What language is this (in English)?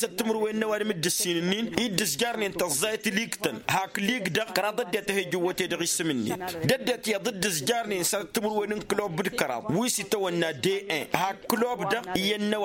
Tamasheq